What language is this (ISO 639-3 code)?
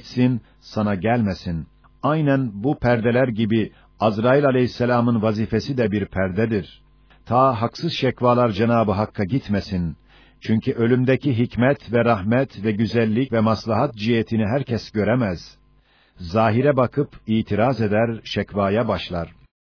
tur